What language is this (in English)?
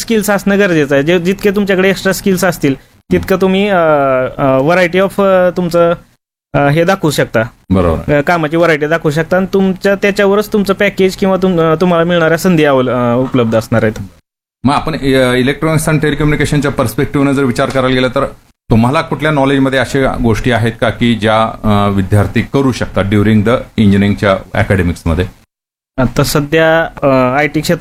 Marathi